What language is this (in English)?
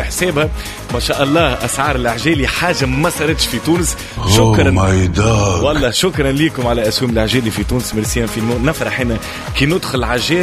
Tunisian Arabic